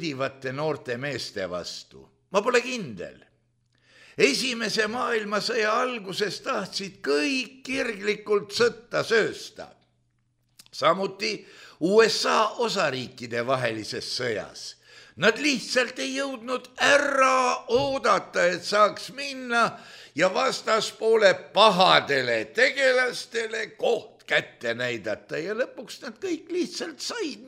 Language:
Estonian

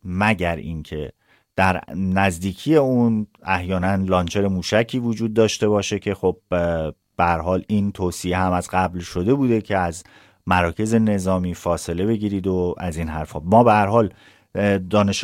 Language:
Persian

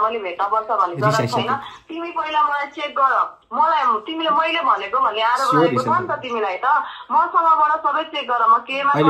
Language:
Nepali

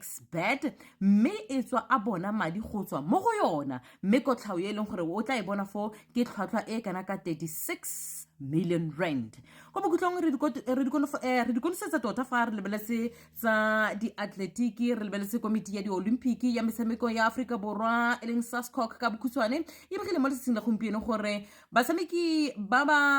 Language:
Tswana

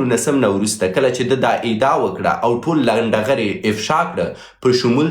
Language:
Pashto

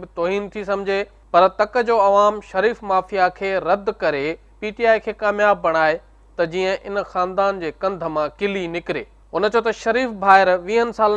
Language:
Sindhi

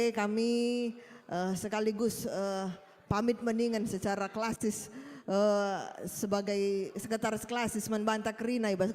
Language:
Batak Karo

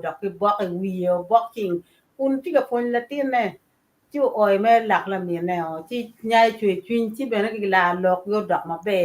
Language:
Acoli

